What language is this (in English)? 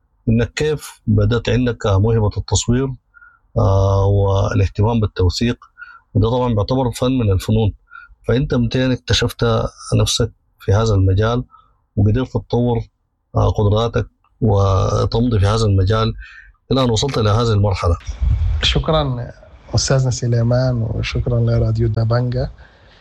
Sudanese Arabic